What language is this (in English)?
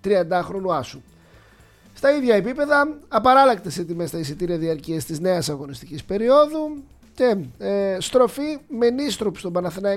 Greek